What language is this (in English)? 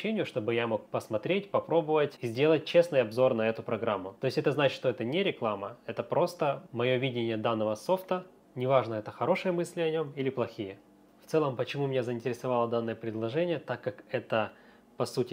Russian